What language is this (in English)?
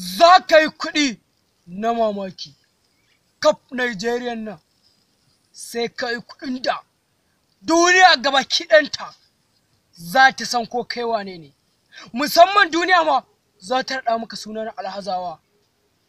Hausa